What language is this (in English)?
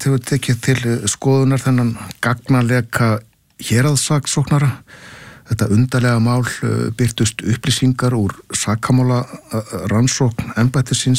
Icelandic